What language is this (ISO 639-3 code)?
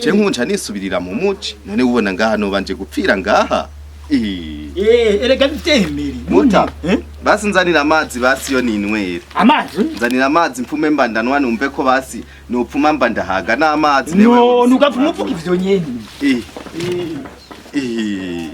run